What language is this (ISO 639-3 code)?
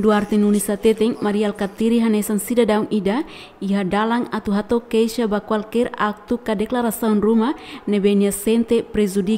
tet